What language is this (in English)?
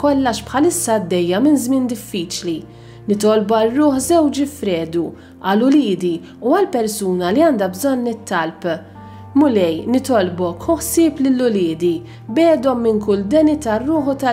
Maltese